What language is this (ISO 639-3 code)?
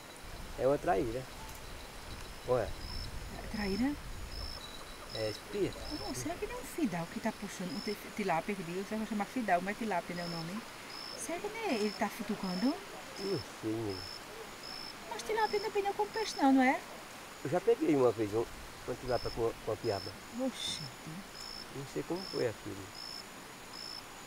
por